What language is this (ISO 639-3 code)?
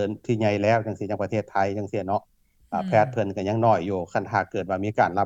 lao